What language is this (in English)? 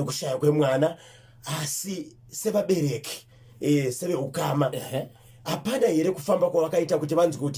Shona